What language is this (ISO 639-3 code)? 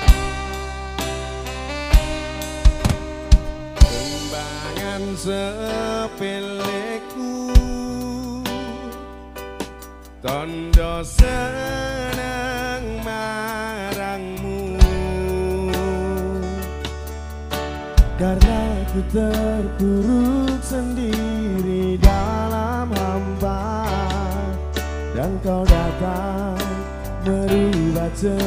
jav